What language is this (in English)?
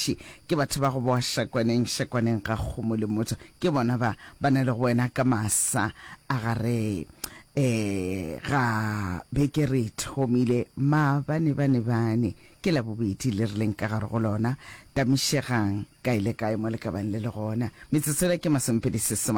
Northern Sotho